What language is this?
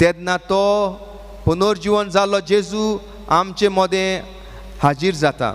Konkani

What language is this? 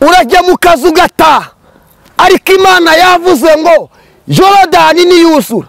Kinyarwanda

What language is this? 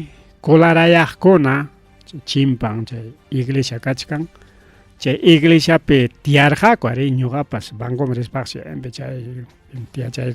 Ayacucho Quechua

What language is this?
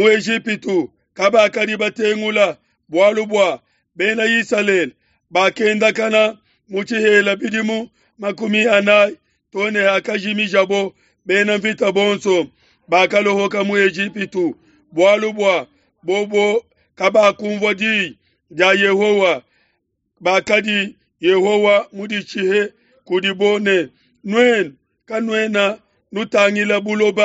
Luba-Lulua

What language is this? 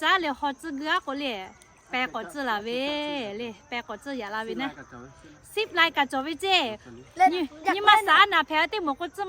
Lahu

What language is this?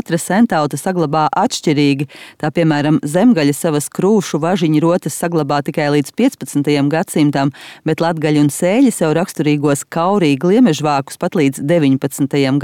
Latvian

